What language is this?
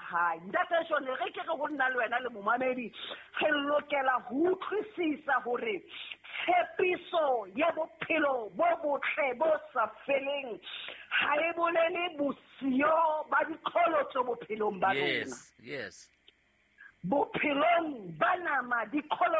Southern Sotho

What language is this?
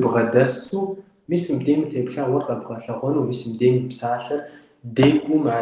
Kabardian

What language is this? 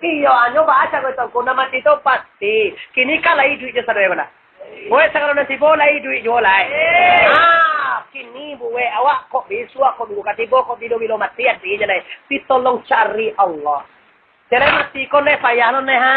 Minangkabau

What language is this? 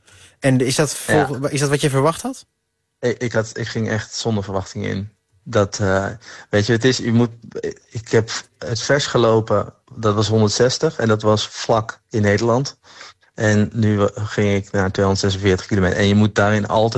Dutch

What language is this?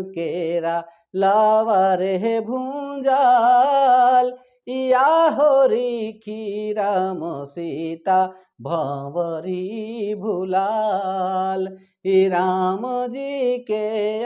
Sadri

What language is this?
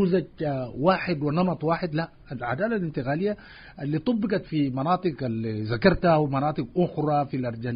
Sudanese Arabic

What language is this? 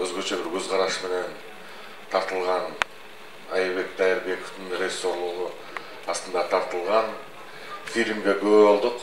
Kyrgyz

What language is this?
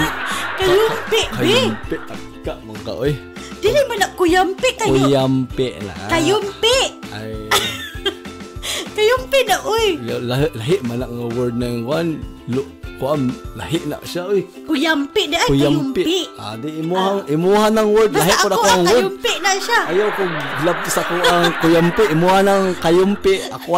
Cebuano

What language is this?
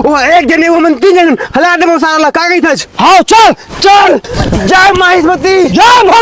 Chhattisgarhi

